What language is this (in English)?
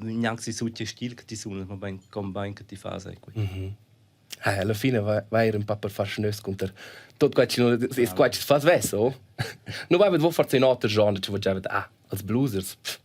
Romansh